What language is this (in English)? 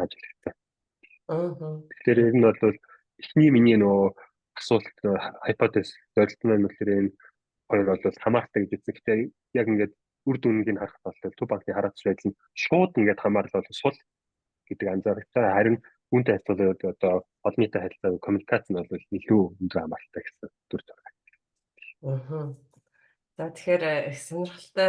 Mongolian